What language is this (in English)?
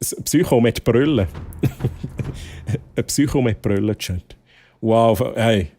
Swiss German